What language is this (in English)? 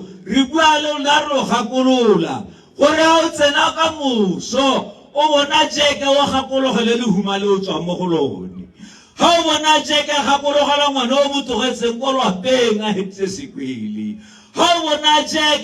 Tswana